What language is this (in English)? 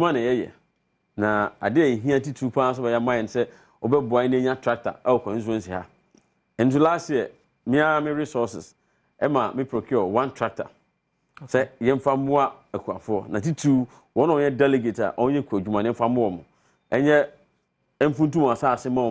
Akan